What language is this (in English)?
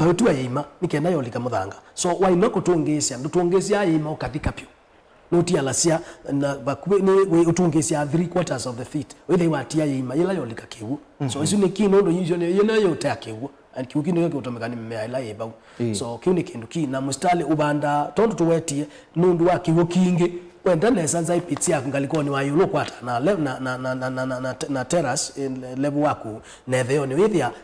Kamba